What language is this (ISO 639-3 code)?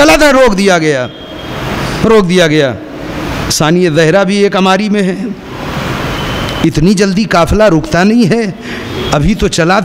urd